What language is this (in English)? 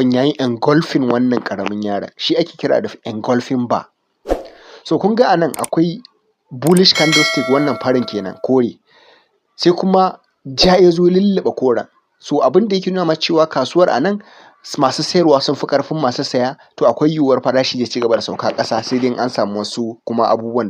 Hausa